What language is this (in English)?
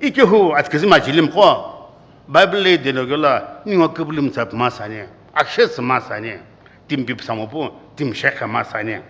Sumi Naga